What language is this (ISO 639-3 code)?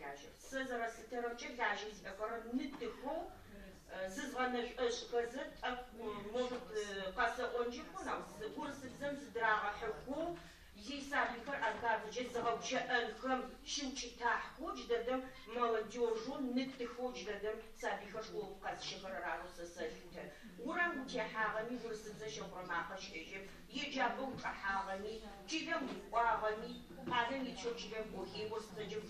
ady